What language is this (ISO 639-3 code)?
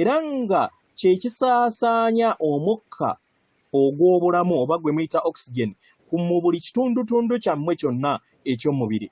lug